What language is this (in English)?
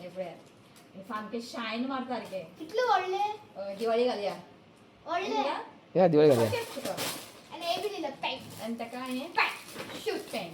Konkani